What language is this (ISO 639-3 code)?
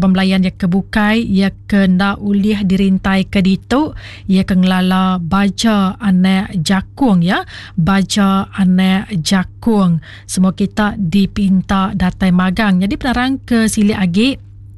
iba